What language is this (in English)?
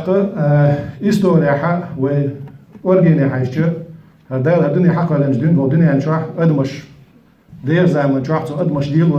Chechen